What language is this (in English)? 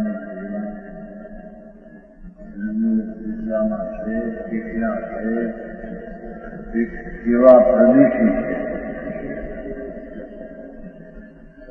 Gujarati